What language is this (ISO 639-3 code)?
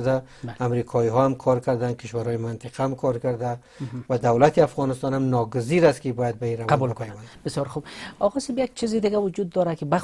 fas